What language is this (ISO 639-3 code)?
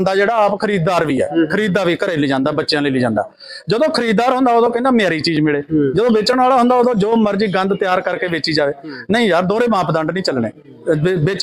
pan